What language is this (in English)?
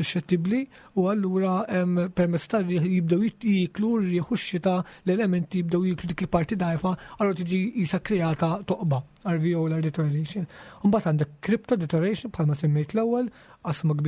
Maltese